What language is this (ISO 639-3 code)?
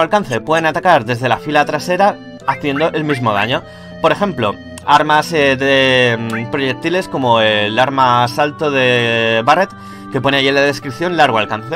spa